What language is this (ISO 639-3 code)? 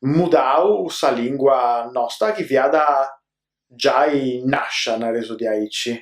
srd